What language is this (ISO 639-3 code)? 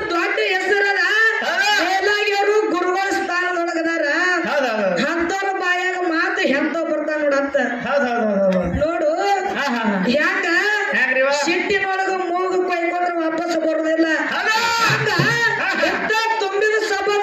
kan